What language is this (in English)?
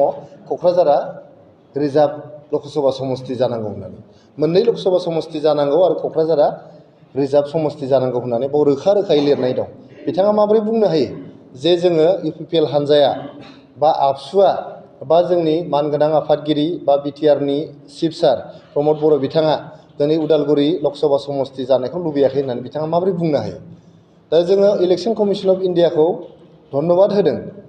Bodo